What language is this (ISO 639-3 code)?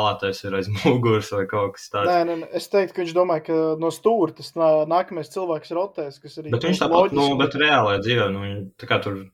lav